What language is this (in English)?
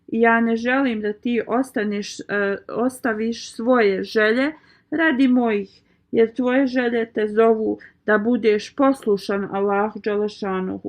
Bosnian